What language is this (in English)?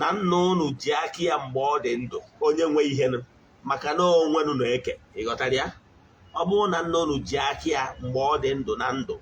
Igbo